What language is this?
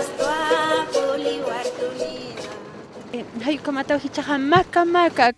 Aymara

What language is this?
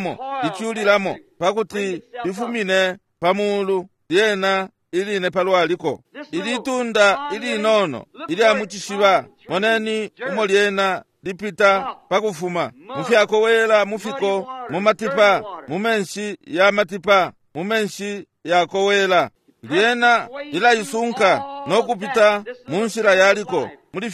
Bemba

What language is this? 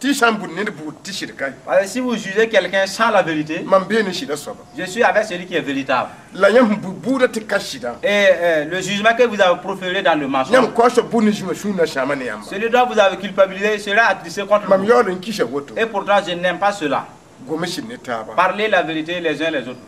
Mossi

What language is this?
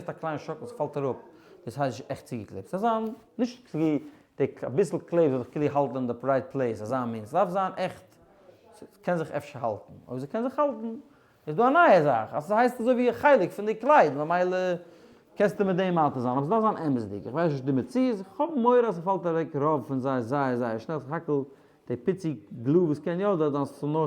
Yiddish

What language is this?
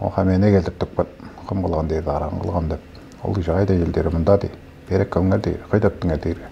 Tuvinian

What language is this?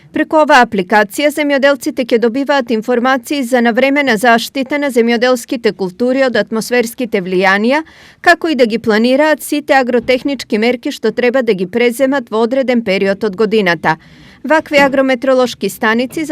Macedonian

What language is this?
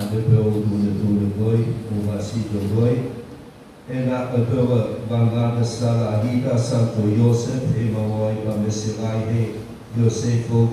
Nias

